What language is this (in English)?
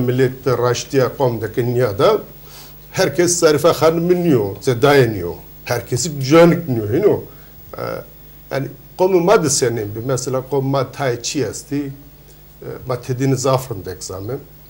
Zaza